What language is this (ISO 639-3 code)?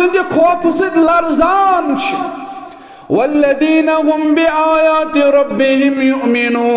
kas